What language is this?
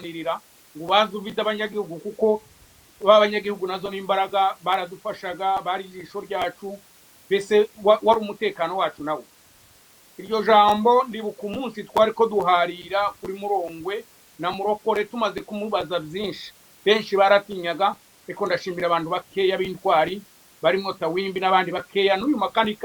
Kinyarwanda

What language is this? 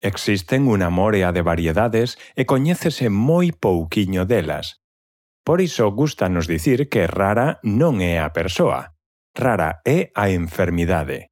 Galician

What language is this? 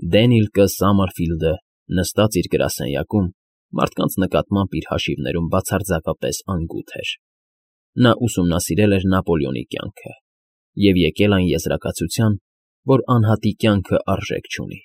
Armenian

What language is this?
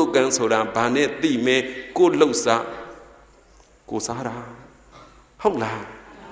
Burmese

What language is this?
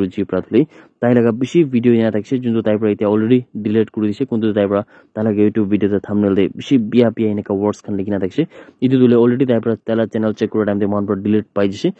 Naga Pidgin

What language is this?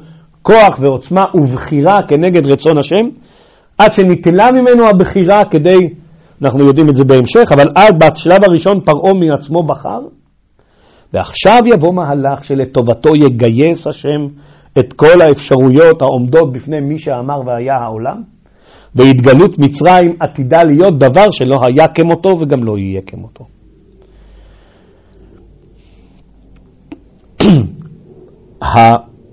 Hebrew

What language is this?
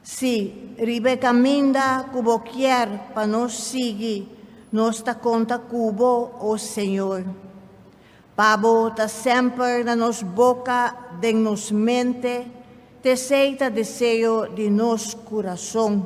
Papiamento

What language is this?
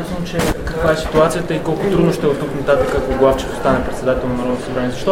Bulgarian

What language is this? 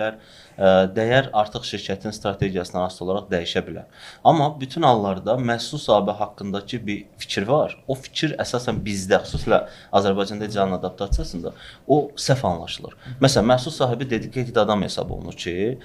Azerbaijani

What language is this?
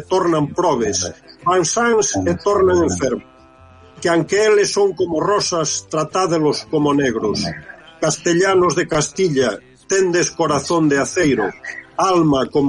Galician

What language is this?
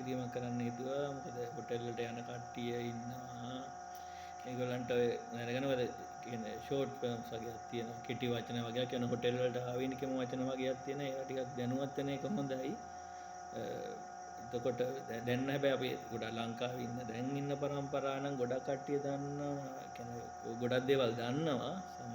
Sinhala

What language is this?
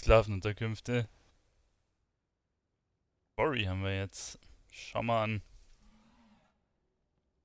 German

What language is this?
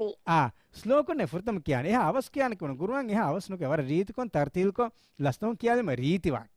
Divehi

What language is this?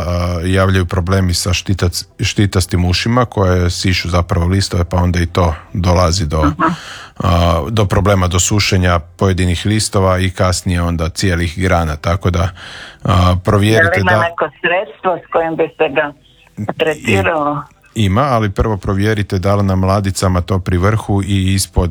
Croatian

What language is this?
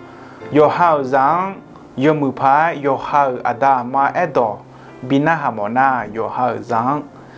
Akha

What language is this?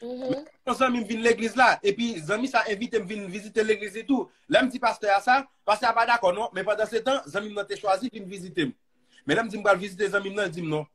Haitian Creole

